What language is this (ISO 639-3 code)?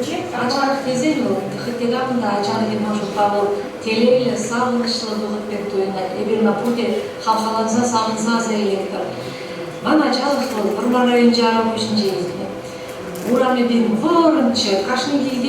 chv